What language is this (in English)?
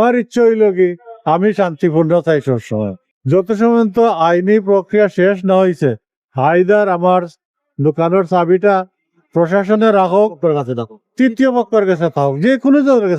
Sylheti